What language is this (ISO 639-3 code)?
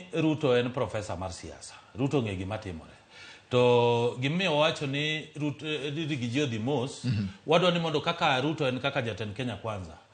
luo